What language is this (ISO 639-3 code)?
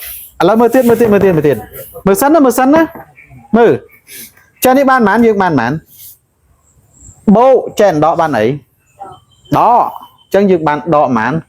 khm